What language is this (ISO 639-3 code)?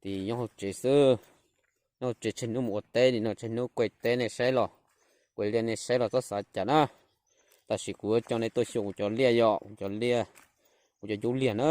hmn